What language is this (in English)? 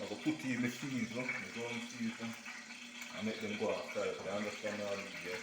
Jamaican Creole English